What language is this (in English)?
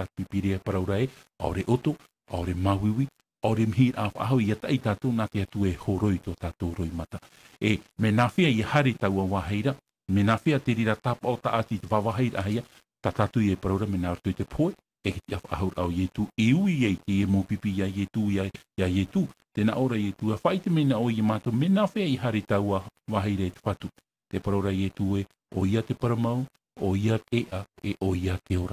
Tahitian